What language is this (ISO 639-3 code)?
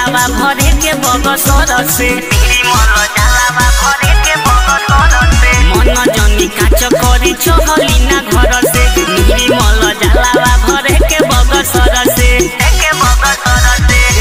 bho